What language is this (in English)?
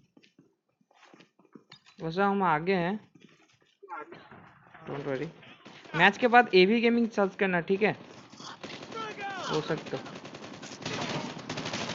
Hindi